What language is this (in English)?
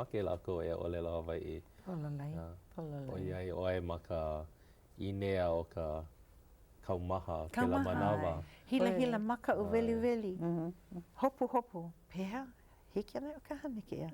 Hawaiian